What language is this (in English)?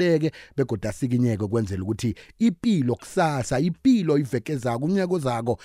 South Ndebele